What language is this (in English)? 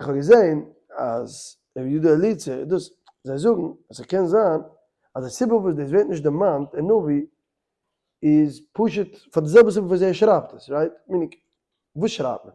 Yiddish